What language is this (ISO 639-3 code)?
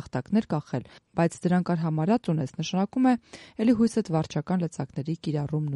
hye